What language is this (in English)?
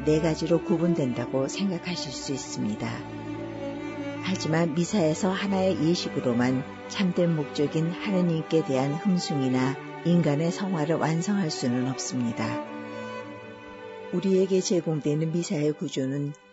Korean